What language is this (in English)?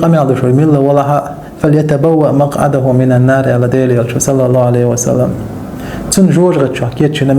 Chechen